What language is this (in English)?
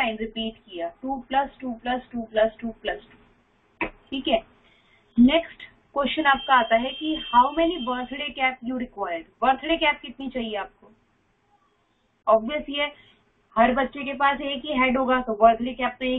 Hindi